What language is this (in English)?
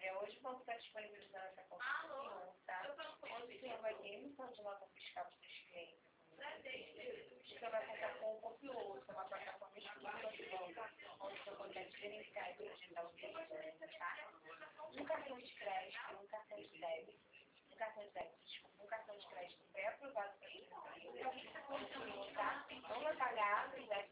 Portuguese